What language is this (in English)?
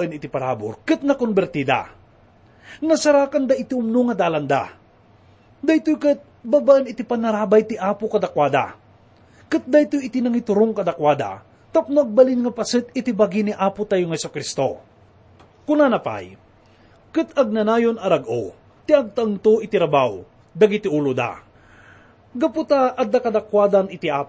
Iloko